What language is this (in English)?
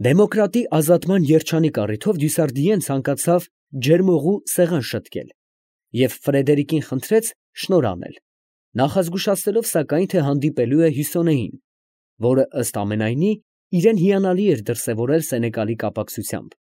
Armenian